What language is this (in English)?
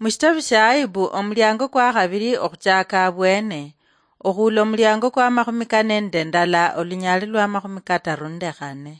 Luyia